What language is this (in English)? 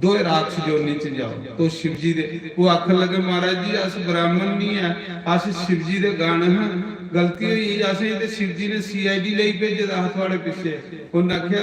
Dogri